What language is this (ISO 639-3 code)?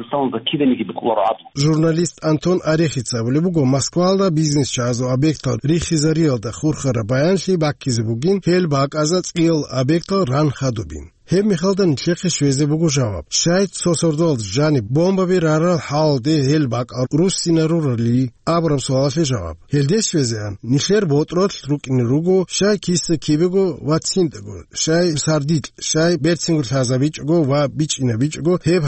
ava